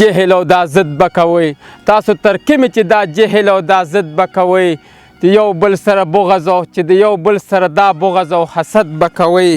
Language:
Pashto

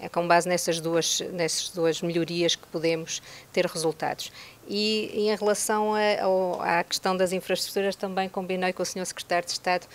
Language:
Tetum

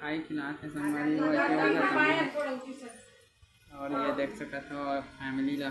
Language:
Chhattisgarhi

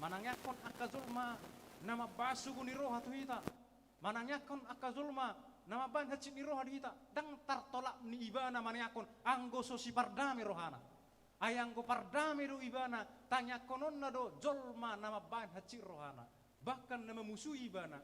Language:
Batak Toba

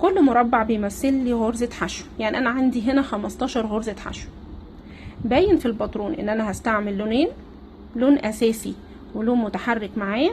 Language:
Egyptian Arabic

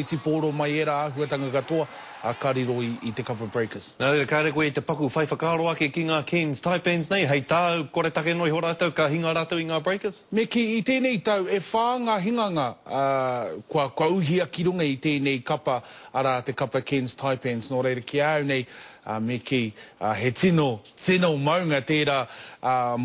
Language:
Māori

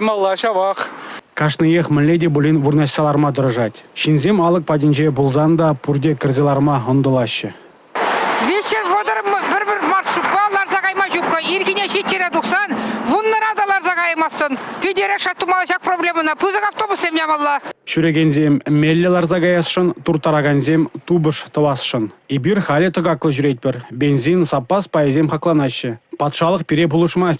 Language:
Chuvash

